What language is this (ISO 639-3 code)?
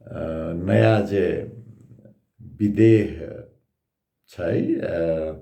mai